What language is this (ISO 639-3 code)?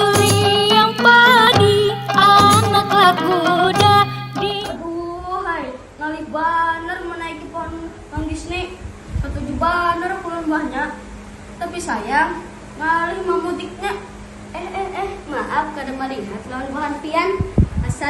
bjn